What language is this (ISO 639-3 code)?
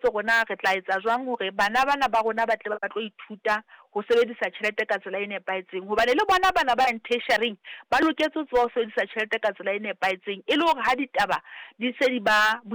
sot